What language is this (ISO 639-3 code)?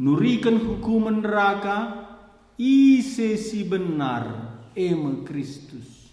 btx